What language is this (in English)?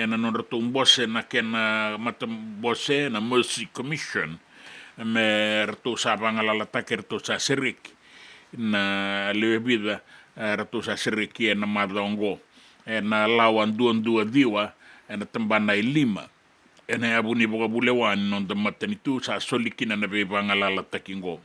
Fijian